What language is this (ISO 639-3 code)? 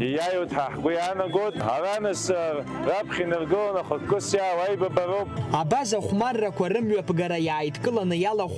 abk